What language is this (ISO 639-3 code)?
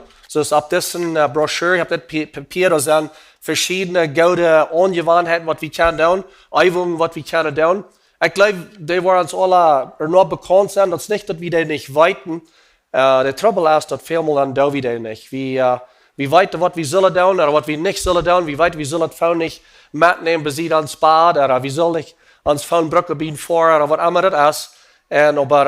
pdt